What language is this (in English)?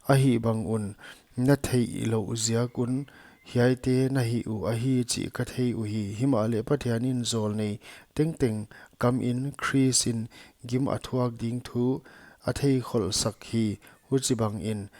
Paite Chin